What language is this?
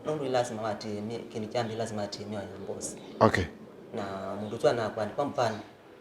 Kamba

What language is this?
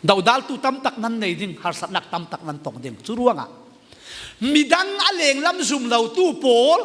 Falam Chin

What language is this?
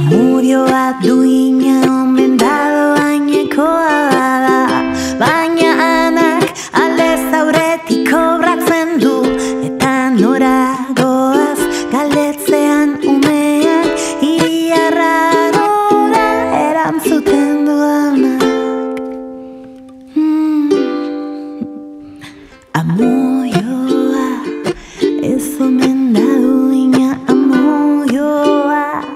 Basque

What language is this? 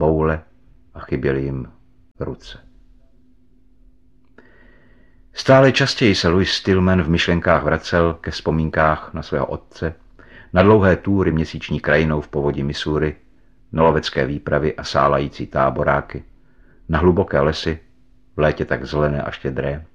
Czech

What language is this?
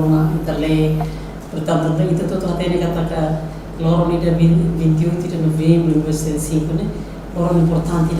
Tetum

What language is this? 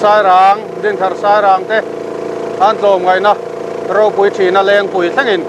Mizo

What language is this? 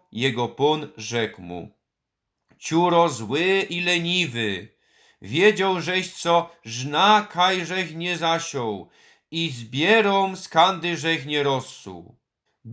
Silesian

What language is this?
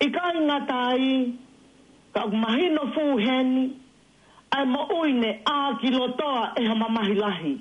Tongan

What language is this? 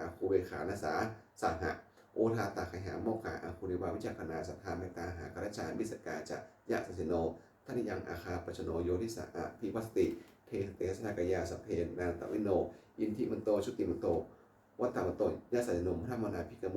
Pali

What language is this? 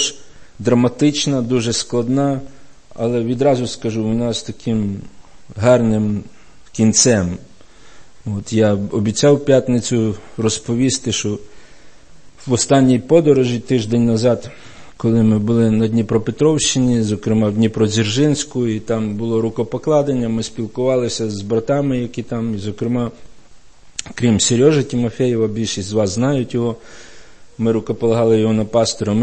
Ukrainian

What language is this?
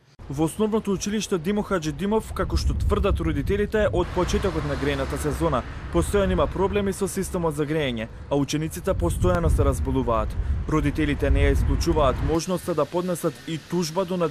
Macedonian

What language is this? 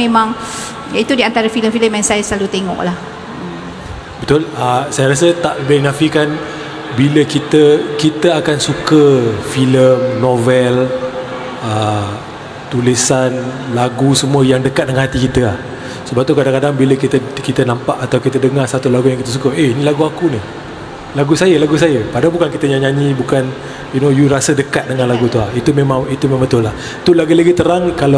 Malay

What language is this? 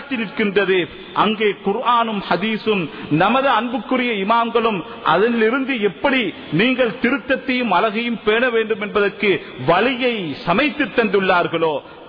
Tamil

